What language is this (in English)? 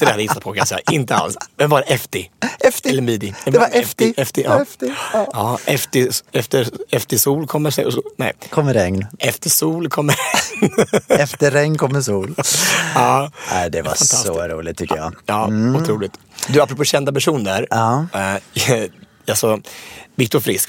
Swedish